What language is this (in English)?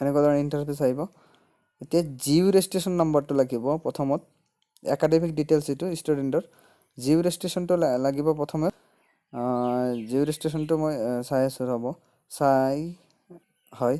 Assamese